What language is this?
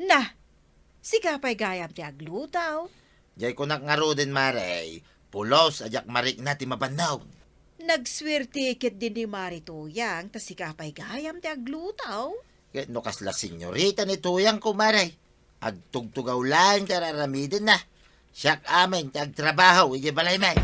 Iloko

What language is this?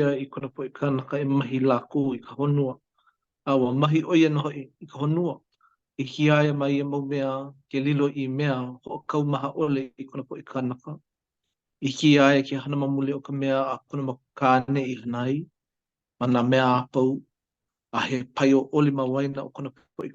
Hawaiian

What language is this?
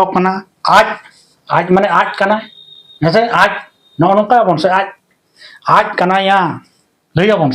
Santali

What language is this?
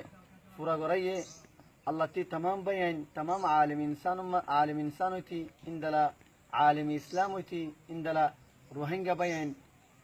Rohingya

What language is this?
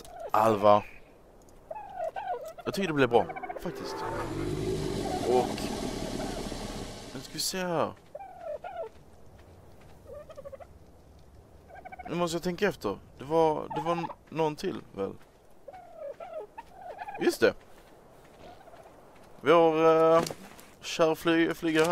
Swedish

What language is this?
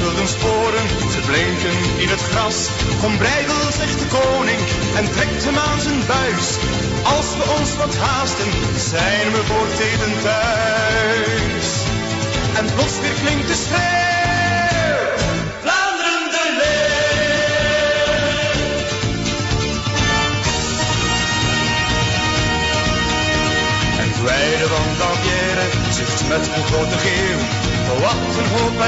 Dutch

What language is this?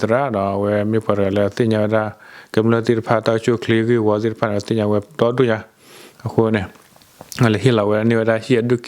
S'gaw Karen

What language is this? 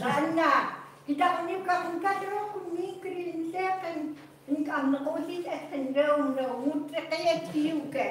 Chukot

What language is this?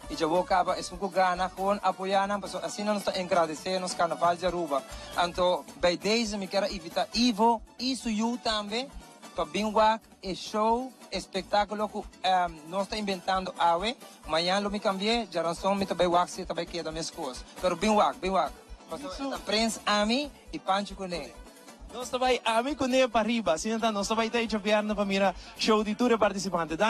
Papiamento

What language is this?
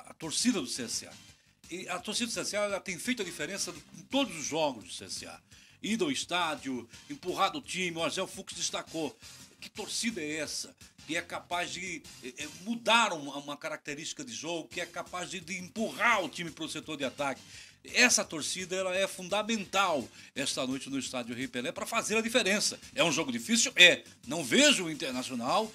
Portuguese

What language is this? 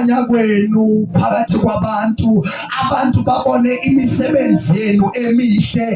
Zulu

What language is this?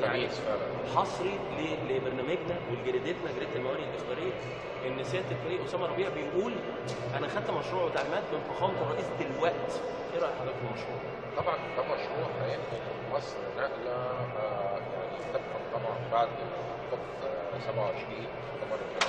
Egyptian Arabic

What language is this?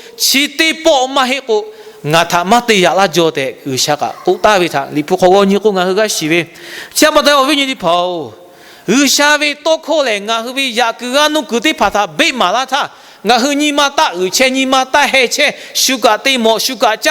Lahu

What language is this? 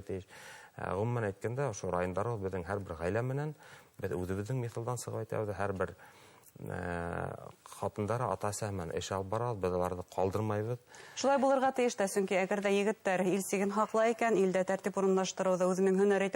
Bashkir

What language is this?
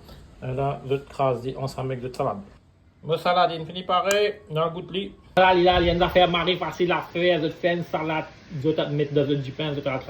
Morisyen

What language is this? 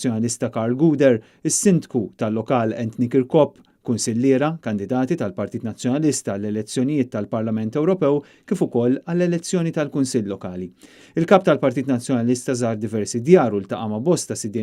Maltese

